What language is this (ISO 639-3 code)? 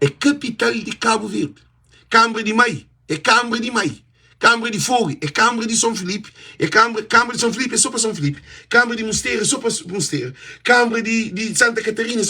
kea